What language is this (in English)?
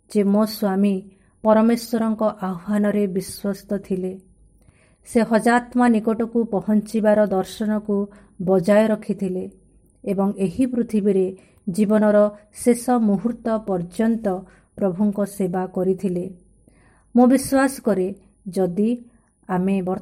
Odia